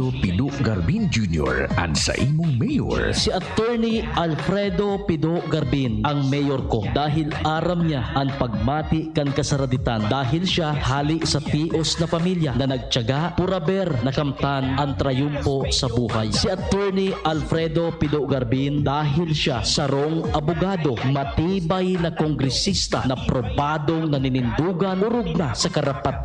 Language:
Bikol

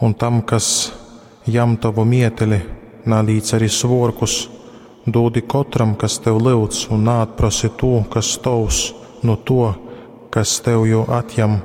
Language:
Latgalian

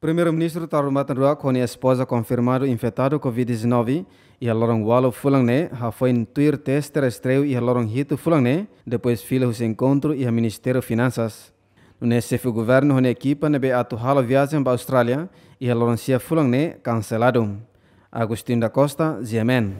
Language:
Tetum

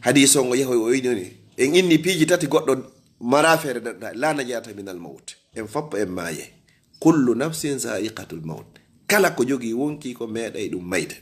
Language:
Fula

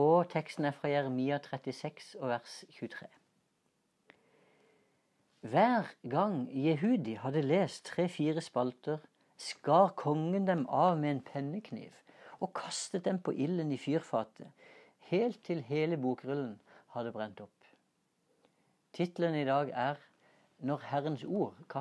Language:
Norwegian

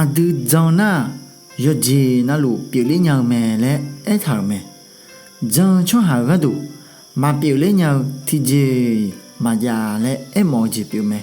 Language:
Akha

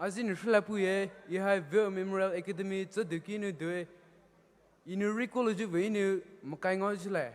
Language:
Poumei Naga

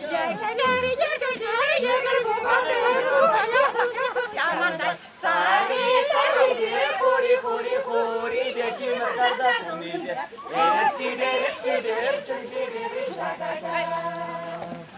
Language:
Chuvash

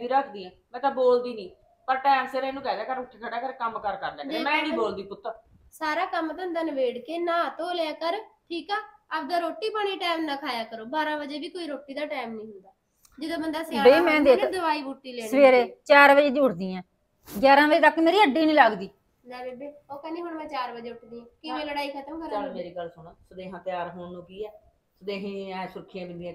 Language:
Punjabi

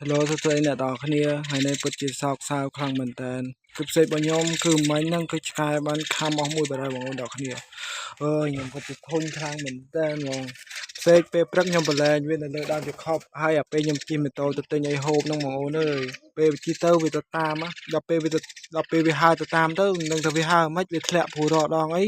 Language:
Khmer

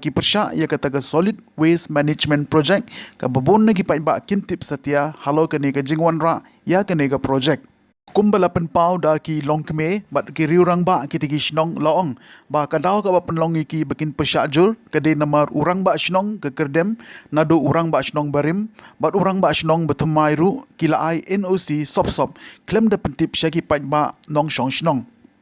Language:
Khasi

